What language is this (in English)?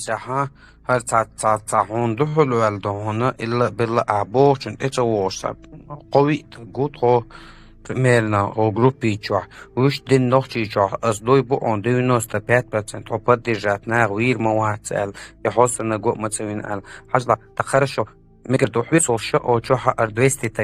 Chechen